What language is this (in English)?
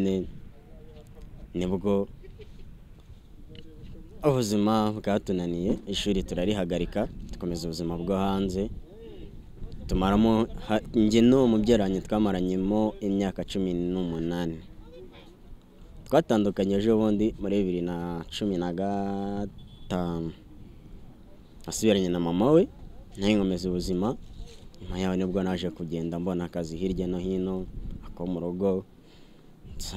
Kinyarwanda